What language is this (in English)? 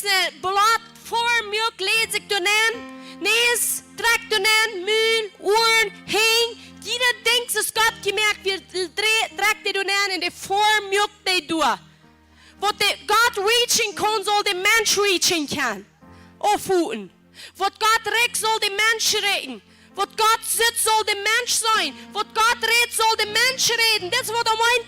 Plautdietsch